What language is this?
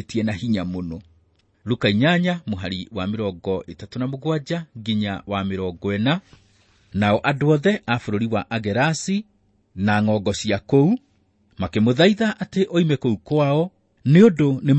Kikuyu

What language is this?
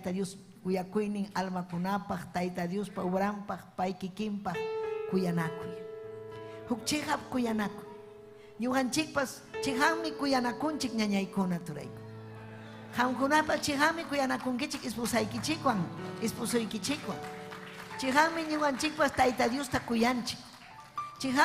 Ayacucho Quechua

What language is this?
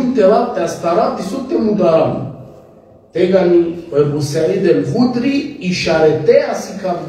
Balkan Romani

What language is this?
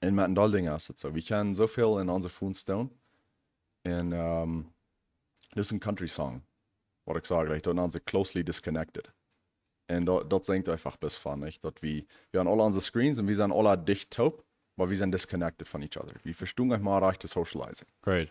Plautdietsch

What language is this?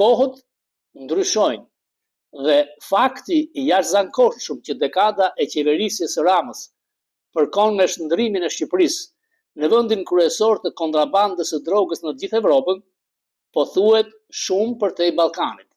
Albanian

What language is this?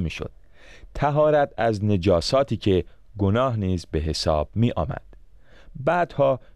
Persian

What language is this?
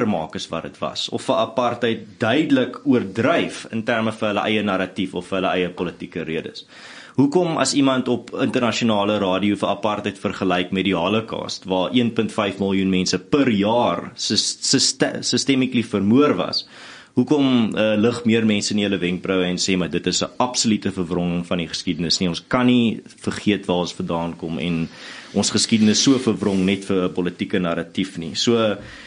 Afrikaans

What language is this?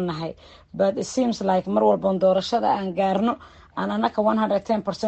Somali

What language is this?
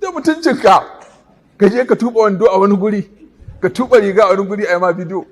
Hausa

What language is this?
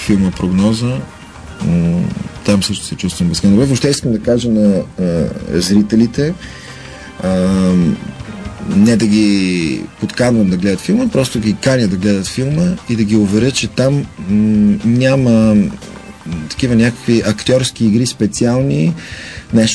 Bulgarian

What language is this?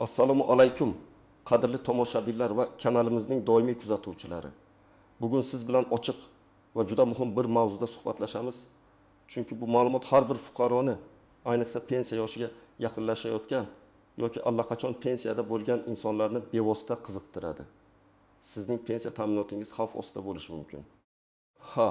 Uzbek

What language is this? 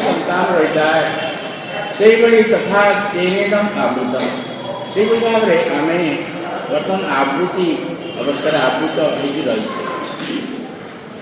Odia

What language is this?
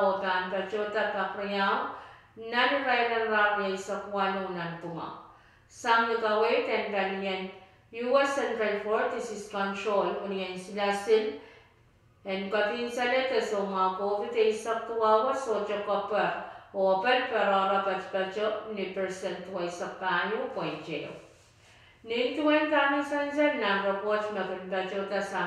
Pohnpeian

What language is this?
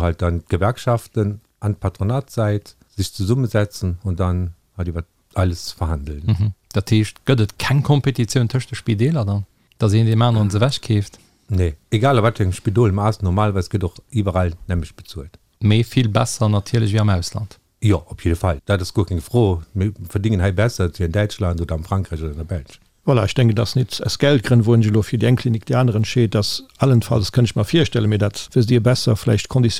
Luxembourgish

